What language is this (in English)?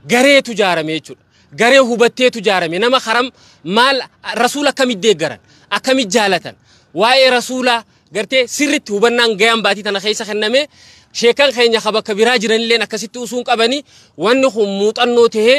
Oromo